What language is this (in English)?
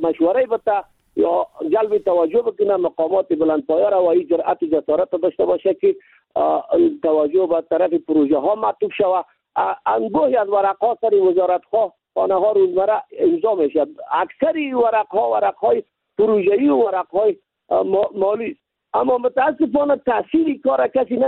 Persian